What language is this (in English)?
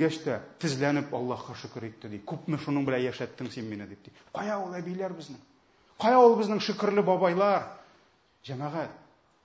Tatar